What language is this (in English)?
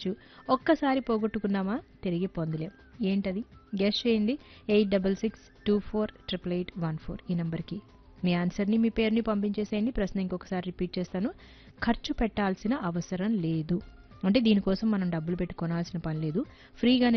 Telugu